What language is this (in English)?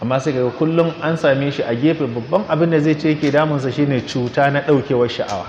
Hausa